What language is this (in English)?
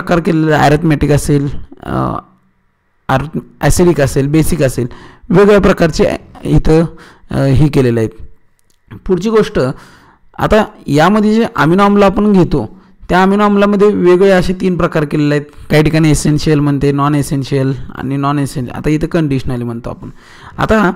Marathi